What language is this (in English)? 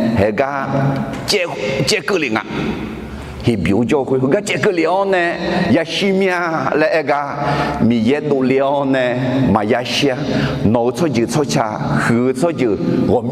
Akha